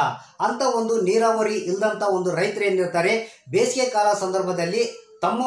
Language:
Kannada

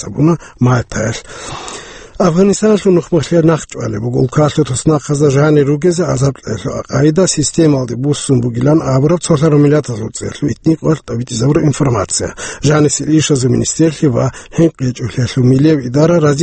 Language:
Avaric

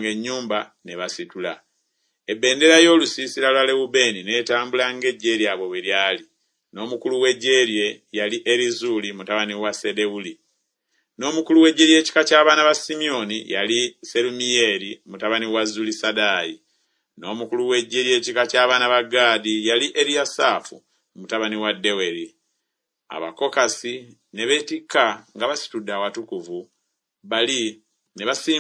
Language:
Ganda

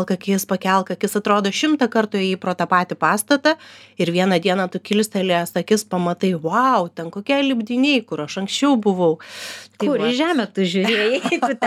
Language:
Lithuanian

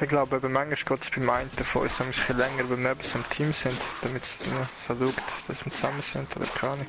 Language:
Swiss German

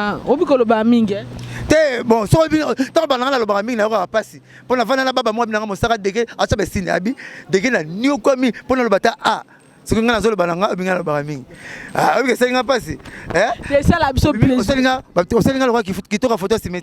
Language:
Lingala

